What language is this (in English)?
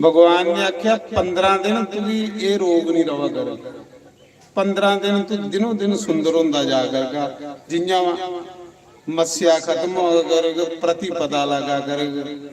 Dogri